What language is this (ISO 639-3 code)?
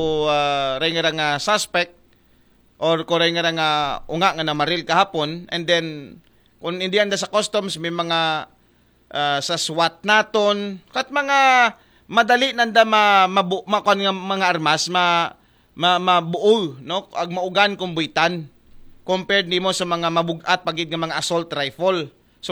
akl